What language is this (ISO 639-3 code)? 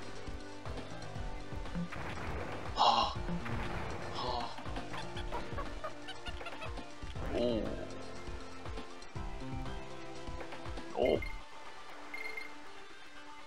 eng